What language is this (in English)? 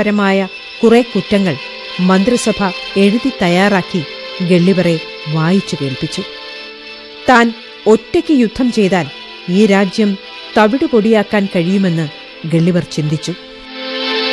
Malayalam